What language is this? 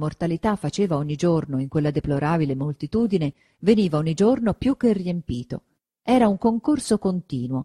Italian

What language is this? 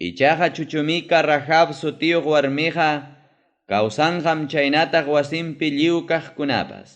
Ayacucho Quechua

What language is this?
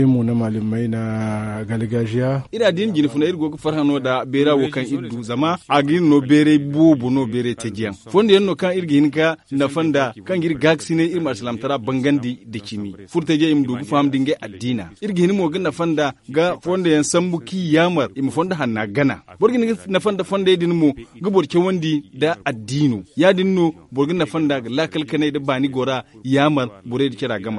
Zarma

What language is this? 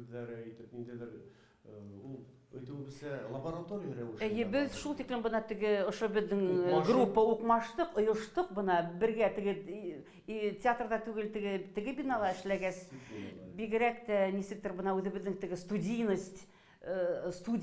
Bashkir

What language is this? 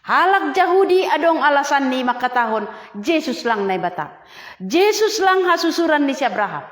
Batak Simalungun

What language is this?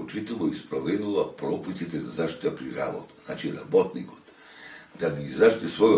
Macedonian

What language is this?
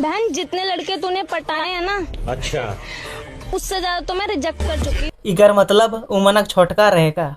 Sadri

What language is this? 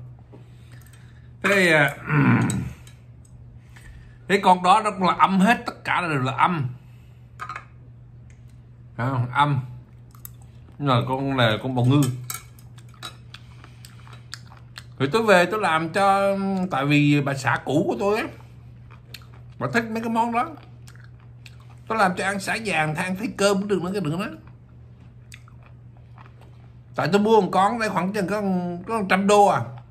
Vietnamese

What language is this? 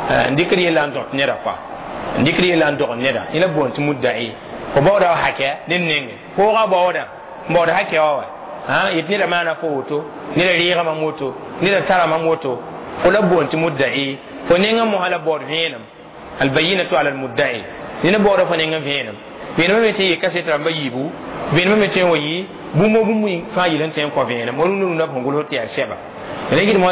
Mossi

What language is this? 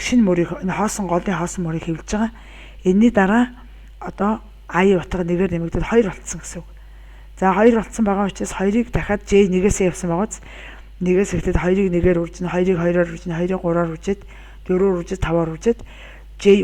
Mongolian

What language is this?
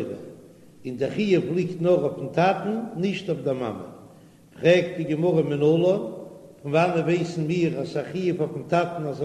Yiddish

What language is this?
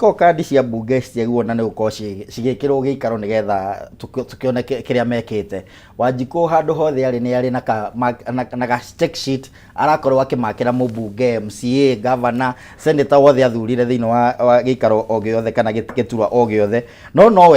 Kikuyu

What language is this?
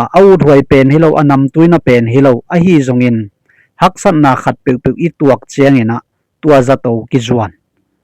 Tedim Chin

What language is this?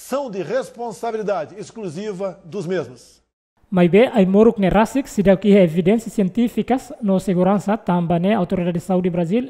Tetum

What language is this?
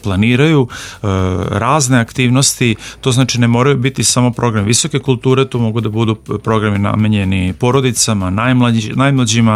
Serbian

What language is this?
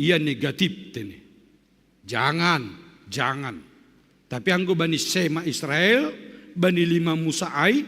Batak Simalungun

